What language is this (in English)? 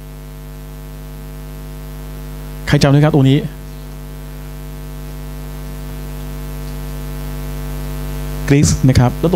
Thai